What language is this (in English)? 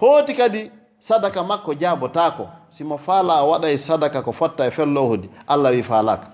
Fula